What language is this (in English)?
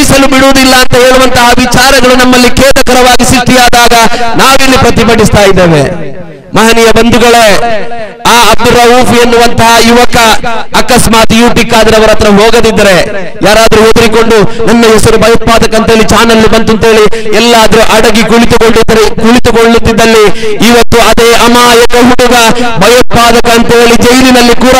Kannada